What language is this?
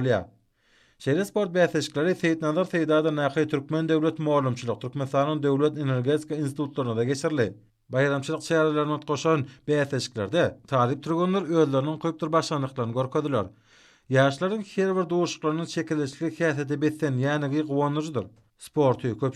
Turkmen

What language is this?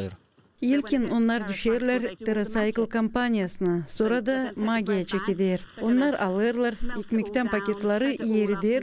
Gagauz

